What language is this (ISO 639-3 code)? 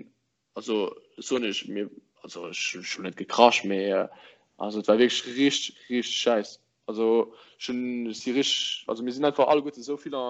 ltz